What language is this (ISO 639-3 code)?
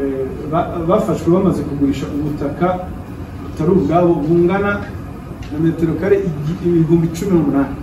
kin